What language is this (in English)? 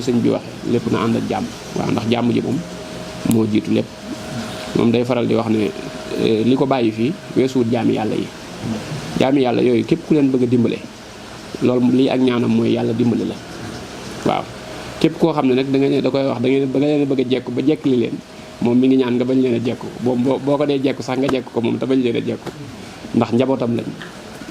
Wolof